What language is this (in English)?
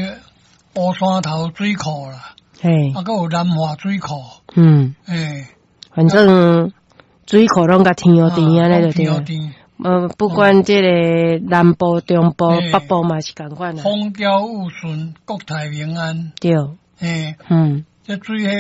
Min Nan Chinese